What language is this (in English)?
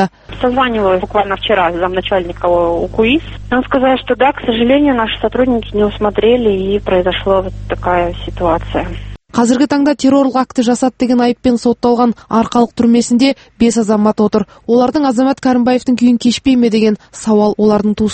Kazakh